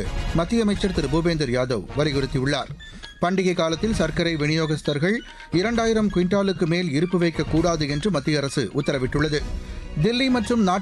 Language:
Tamil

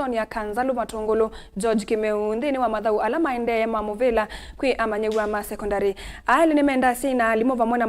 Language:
Kamba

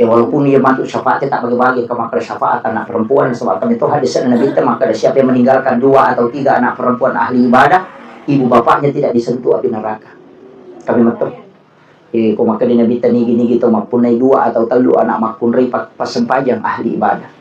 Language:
Buginese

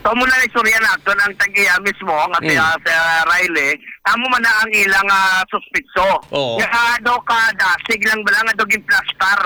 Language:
Hiligaynon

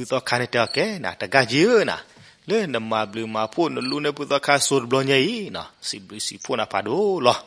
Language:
S'gaw Karen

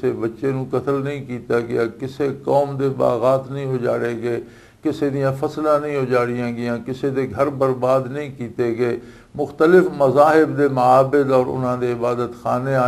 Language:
Western Panjabi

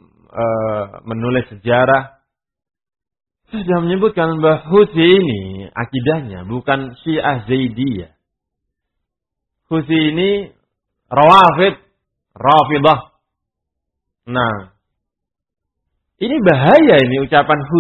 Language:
Indonesian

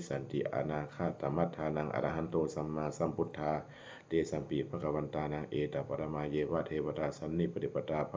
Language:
Pali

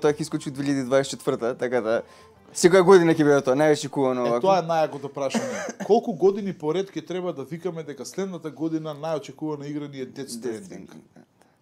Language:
Macedonian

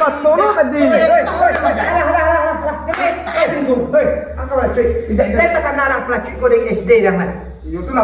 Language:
Minangkabau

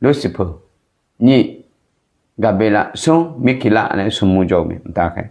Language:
Akha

